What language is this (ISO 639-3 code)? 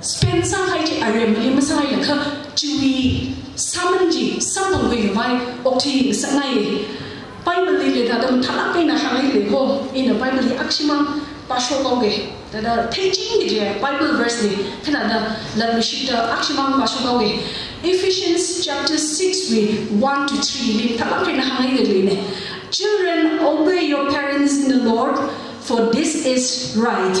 nmf